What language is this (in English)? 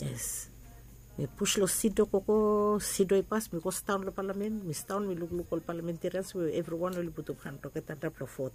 Bislama